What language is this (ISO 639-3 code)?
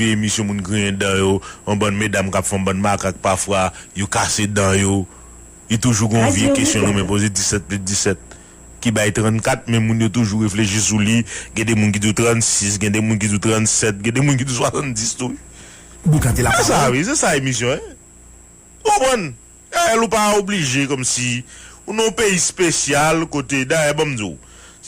hat